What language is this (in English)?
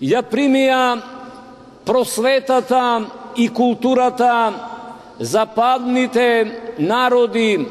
Macedonian